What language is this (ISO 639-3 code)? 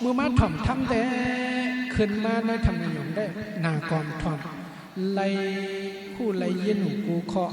shn